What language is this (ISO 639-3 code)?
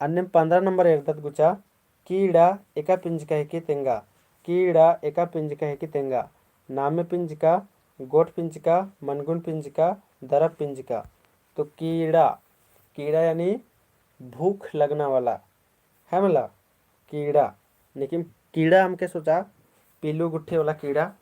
kru